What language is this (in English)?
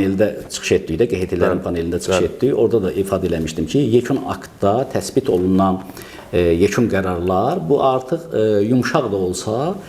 Azerbaijani